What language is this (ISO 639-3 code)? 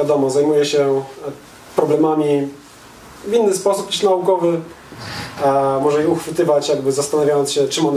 pol